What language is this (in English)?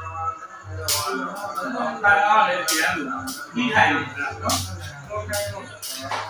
Burmese